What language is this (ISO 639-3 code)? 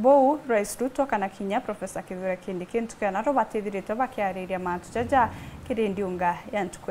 mer